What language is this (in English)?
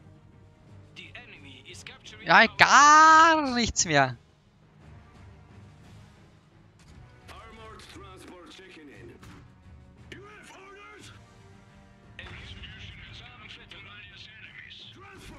German